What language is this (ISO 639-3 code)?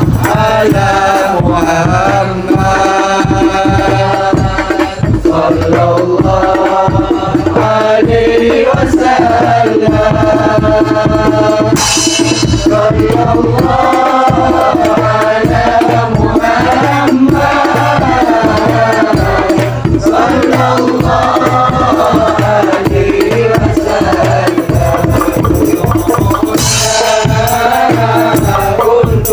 mad